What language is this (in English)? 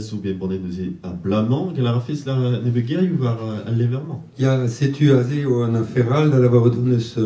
Breton